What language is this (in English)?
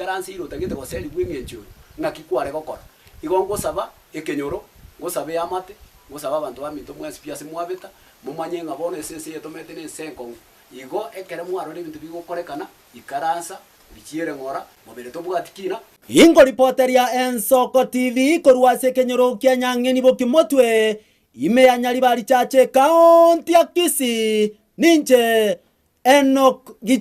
Gusii